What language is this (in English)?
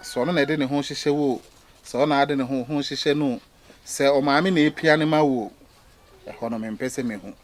Akan